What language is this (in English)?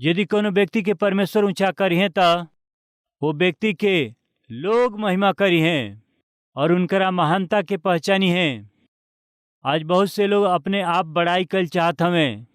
Bhojpuri